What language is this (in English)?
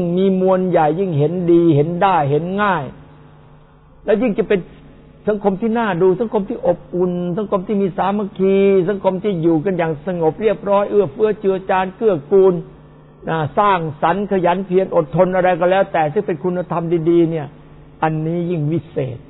Thai